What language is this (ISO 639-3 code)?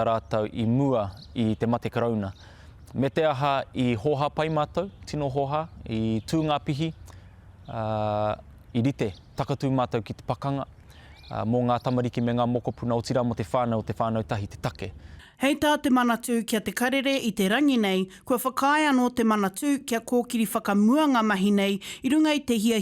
mri